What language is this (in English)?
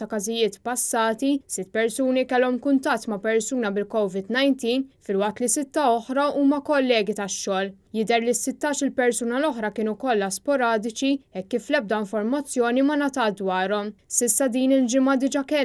Maltese